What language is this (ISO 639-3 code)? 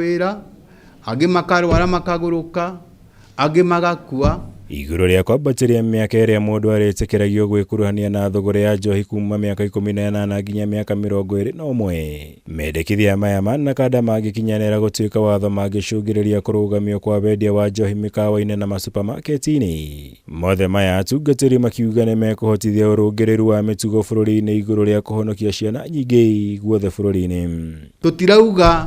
kik